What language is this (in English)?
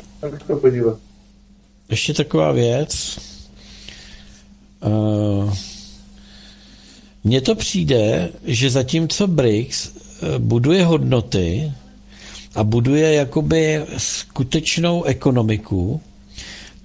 Czech